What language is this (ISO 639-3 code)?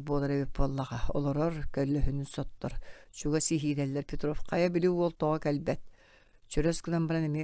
sah